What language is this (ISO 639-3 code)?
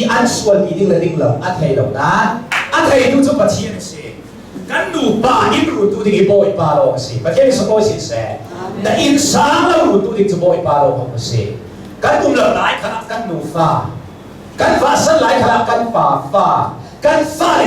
cnh